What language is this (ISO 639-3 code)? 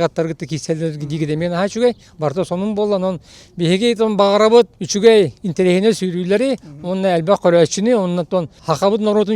sah